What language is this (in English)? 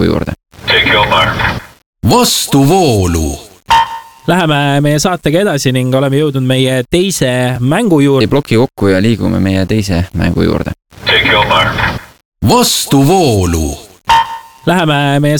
Estonian